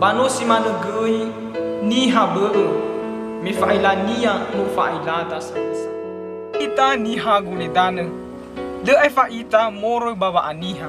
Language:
Nias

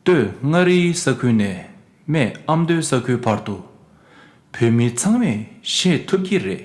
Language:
Tibetan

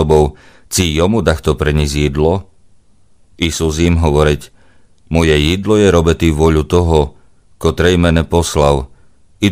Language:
Rusyn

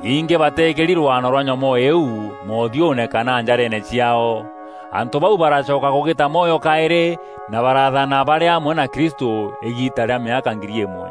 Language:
Meru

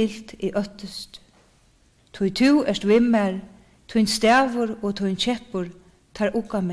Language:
Faroese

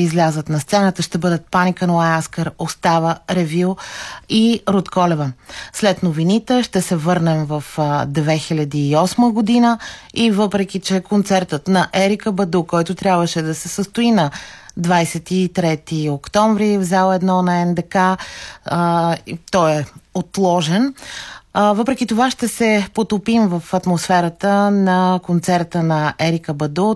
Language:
Bulgarian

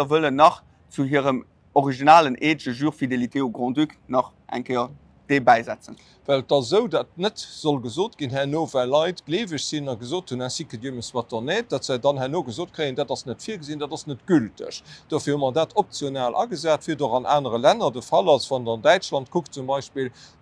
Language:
Luxembourgish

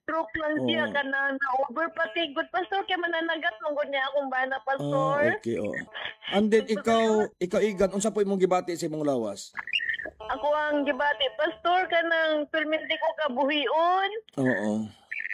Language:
Cebuano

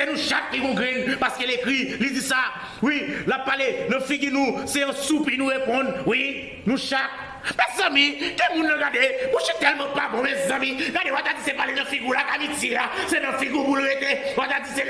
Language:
Haitian Creole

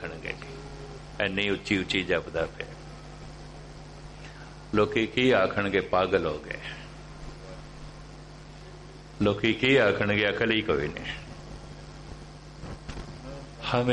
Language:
Punjabi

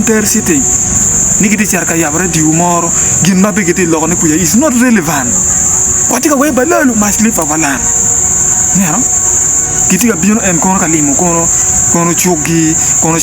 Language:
Acoli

